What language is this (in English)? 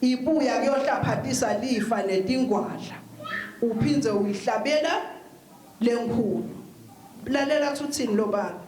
Swati